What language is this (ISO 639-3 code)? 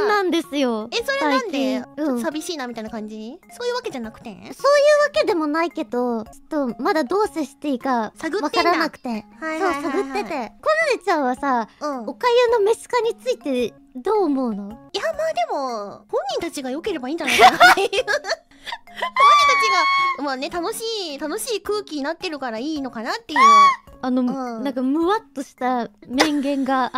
jpn